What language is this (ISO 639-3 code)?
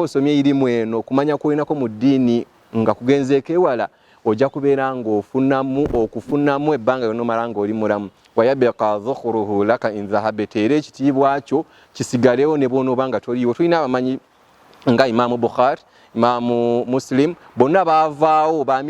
lug